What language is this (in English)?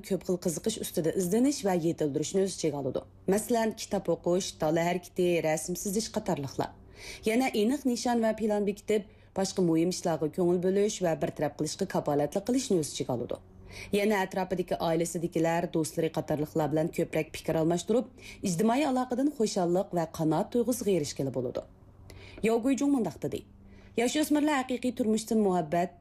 Uyghur